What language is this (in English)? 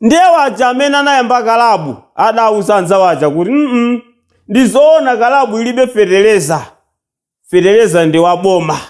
Nyanja